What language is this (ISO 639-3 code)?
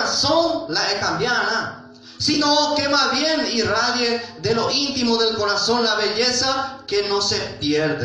grn